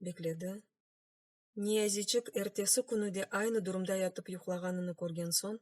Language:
Crimean Tatar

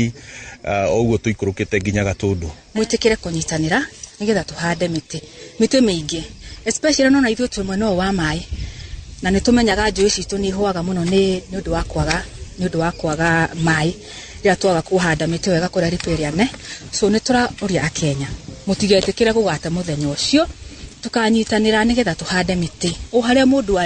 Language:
Kikuyu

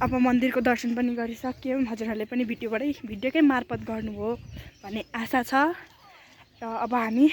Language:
Nepali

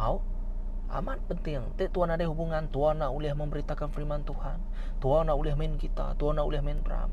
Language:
Iban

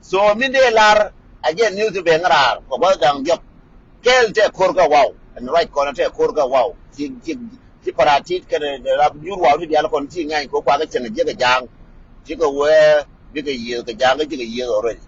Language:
Nuer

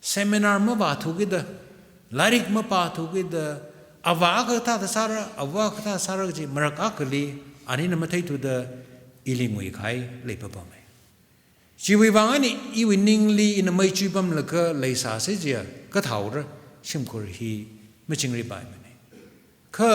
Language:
Tangkhul Naga (India)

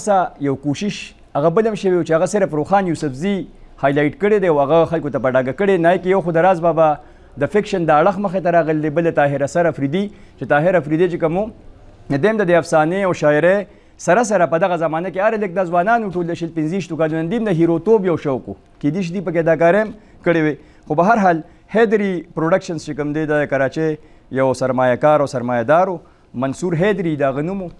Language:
Pashto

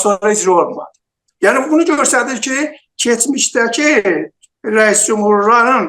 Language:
South Azerbaijani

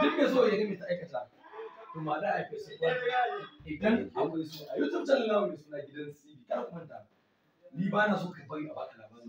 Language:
Hausa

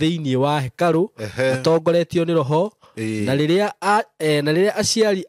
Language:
Kikuyu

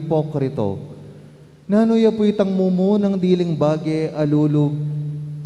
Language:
Pampanga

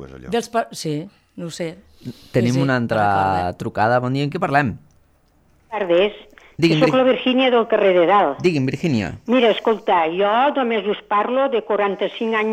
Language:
Catalan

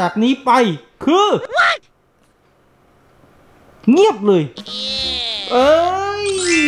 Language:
Thai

